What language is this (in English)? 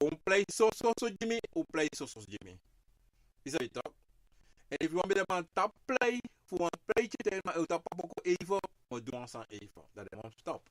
Sranan Tongo